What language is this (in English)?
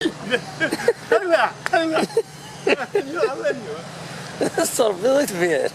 Kabyle